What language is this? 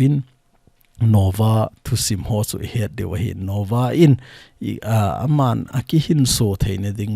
Thado Chin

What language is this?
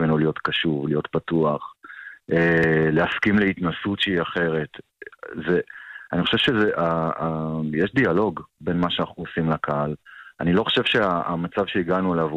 Hebrew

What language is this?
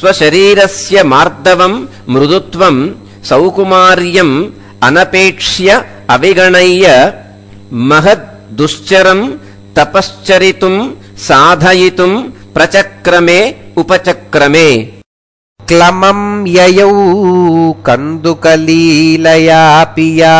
Sanskrit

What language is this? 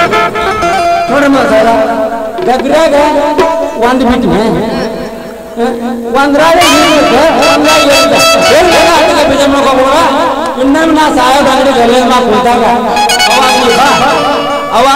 Kannada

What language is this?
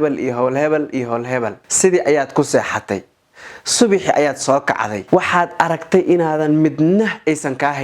Somali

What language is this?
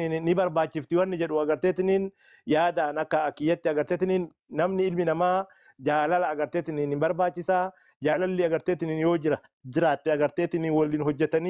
Oromo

